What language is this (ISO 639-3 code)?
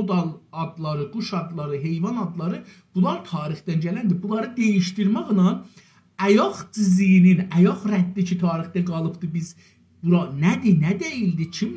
azb